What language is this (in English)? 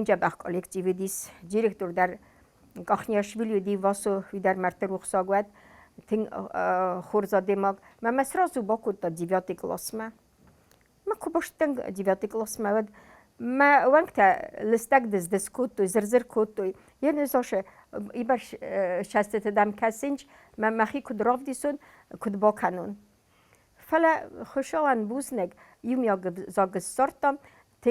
Ossetic